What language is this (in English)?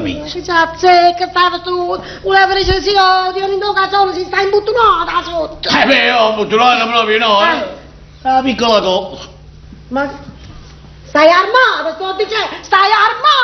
Neapolitan